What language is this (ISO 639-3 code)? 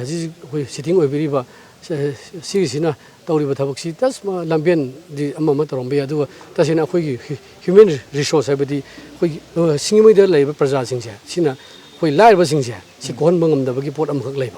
mni